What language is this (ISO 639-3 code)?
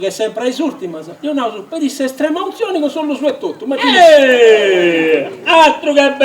srd